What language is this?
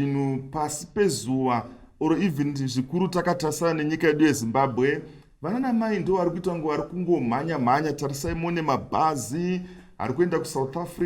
Shona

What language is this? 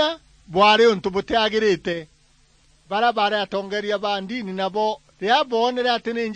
Meru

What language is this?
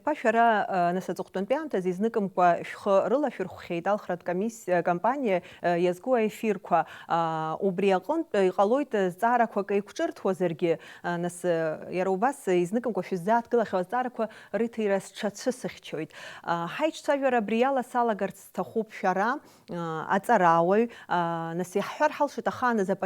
Abkhazian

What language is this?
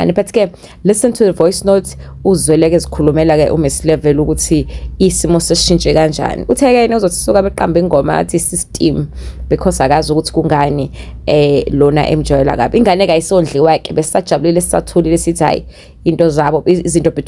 Zulu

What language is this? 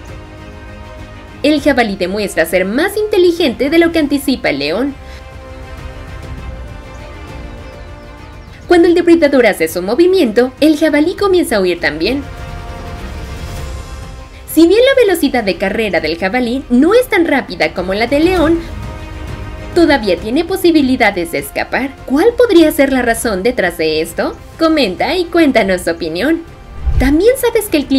Spanish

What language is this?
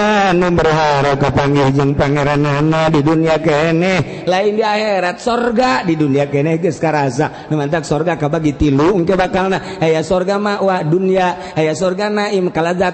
Sundanese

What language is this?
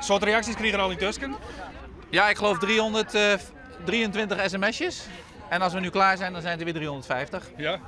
Western Frisian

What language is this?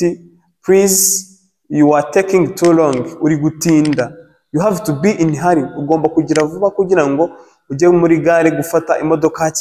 Kinyarwanda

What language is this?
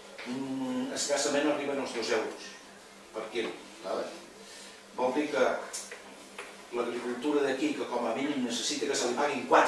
Catalan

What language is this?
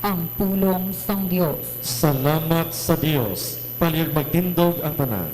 Hiligaynon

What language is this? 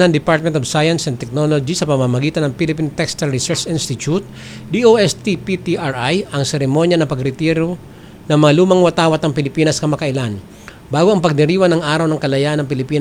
Filipino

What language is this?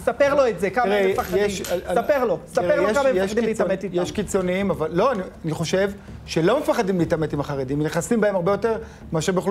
Hebrew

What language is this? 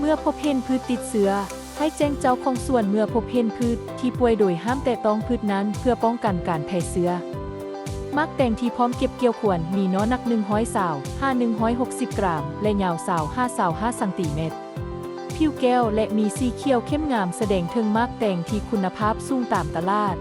Lao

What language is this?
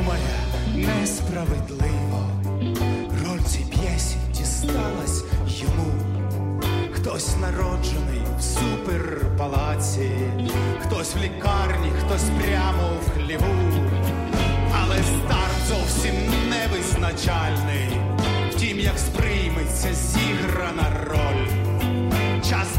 Ukrainian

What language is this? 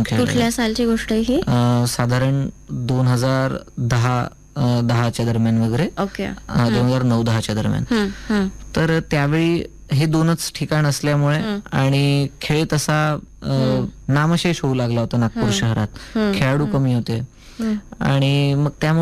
Marathi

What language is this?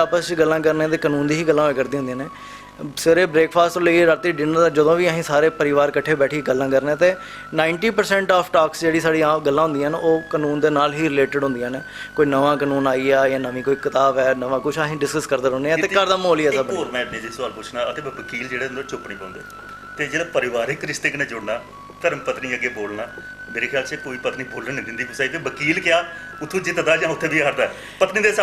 Dogri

